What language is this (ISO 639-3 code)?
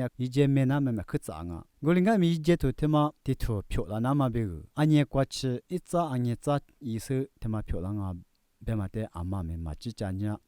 lis